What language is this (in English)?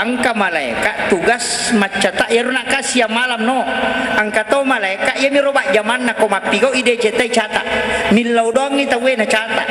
Buginese